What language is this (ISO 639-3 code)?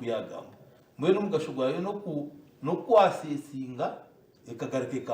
nyn